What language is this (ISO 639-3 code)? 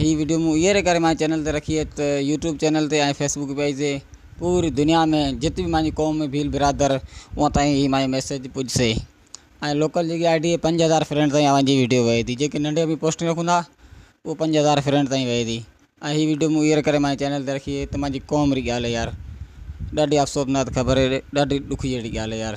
snd